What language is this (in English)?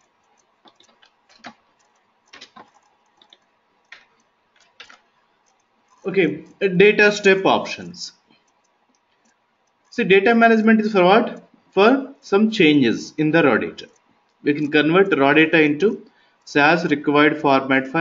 English